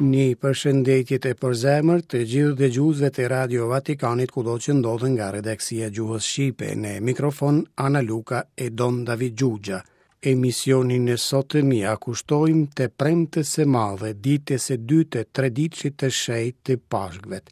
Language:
Albanian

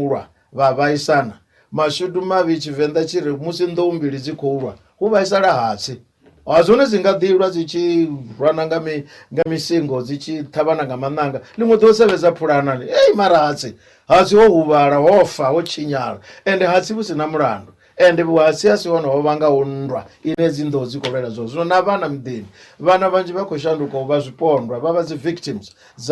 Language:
Venda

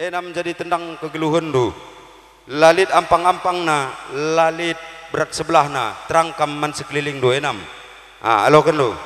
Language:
Batak Karo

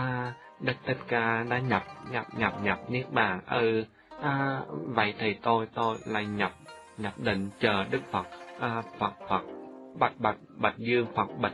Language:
Vietnamese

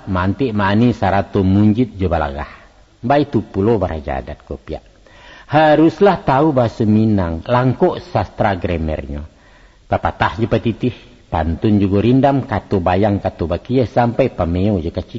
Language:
Minangkabau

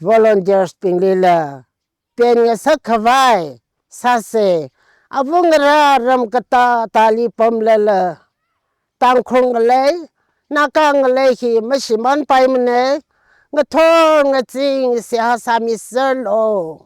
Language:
Tangkhul Naga (India)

